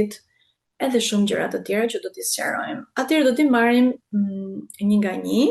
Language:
Albanian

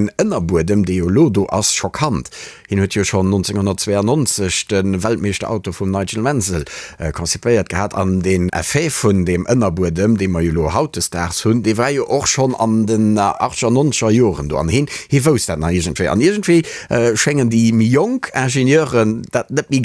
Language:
Luxembourgish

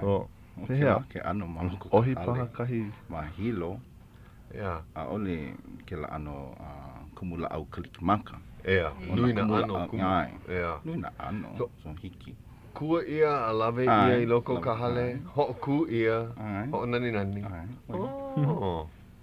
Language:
Hawaiian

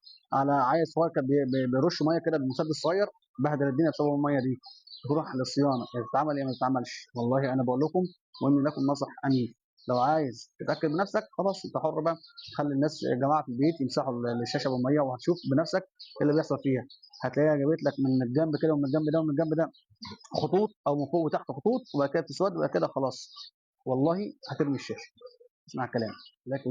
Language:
Egyptian Arabic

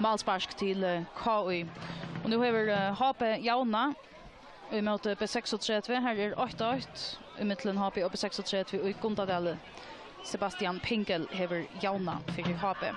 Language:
Faroese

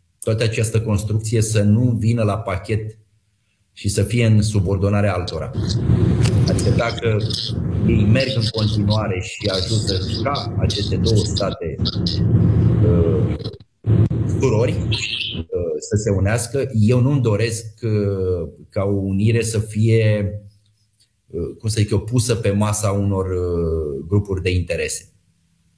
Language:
Romanian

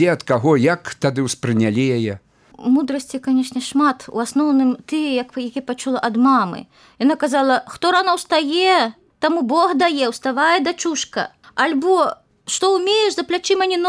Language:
Belarusian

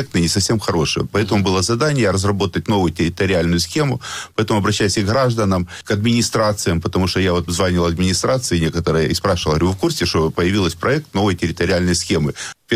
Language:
Russian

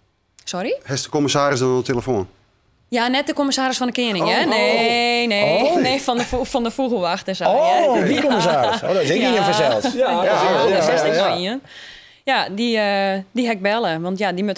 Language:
Western Frisian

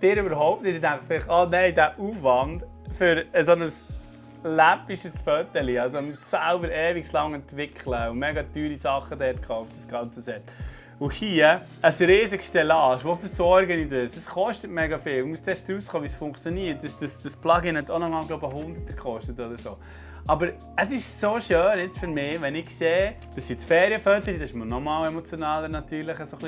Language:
Swiss German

